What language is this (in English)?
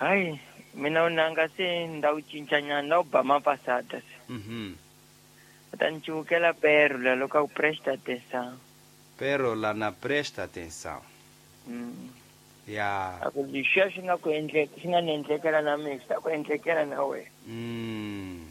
Tsonga